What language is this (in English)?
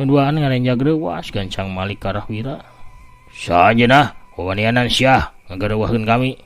Sundanese